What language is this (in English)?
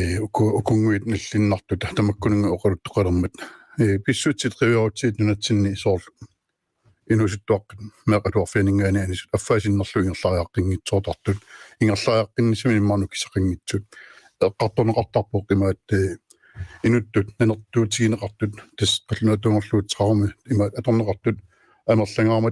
Kalaallisut